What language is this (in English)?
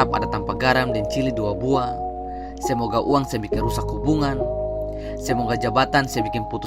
Ambonese Malay